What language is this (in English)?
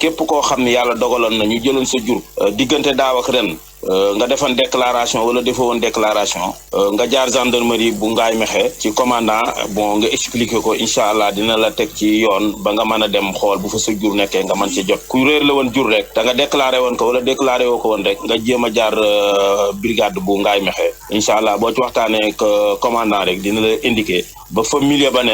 Wolof